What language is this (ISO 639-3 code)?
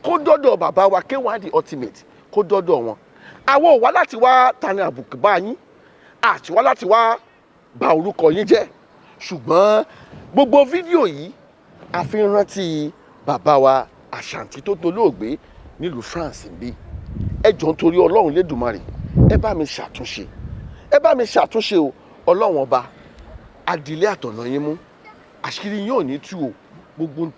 yor